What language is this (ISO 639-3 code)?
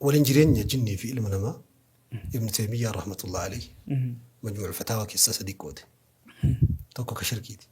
orm